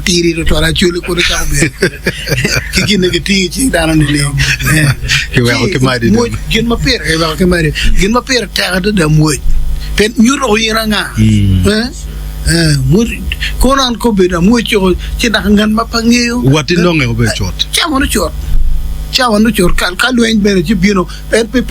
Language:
Acoli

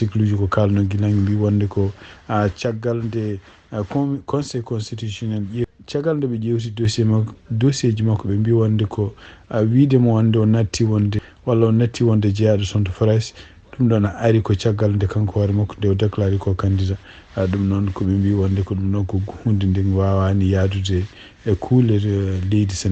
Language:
Fula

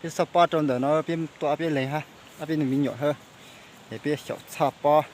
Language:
Hmong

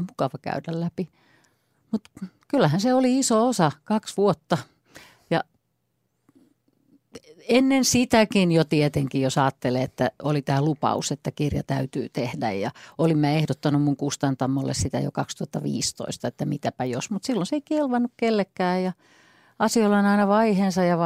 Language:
Finnish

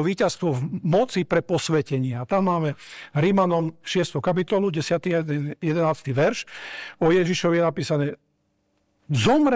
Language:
Slovak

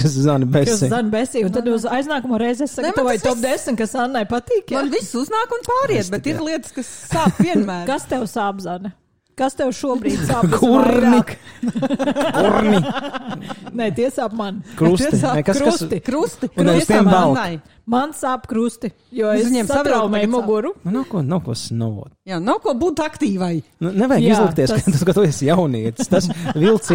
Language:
Latvian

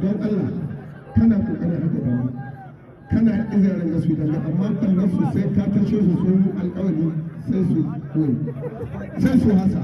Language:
Hausa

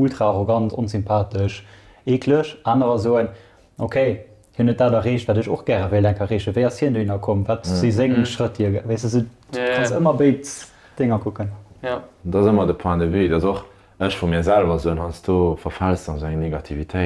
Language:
Luxembourgish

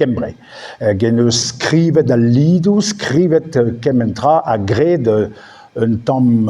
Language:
Breton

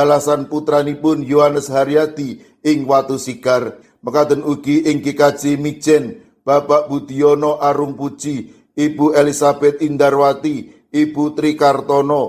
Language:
Javanese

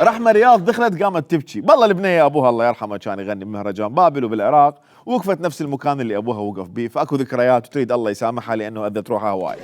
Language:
Mesopotamian Arabic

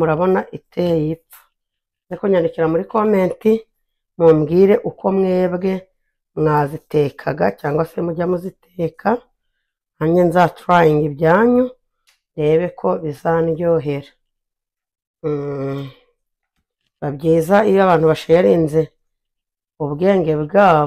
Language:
Kinyarwanda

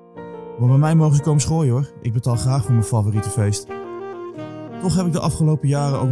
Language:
Dutch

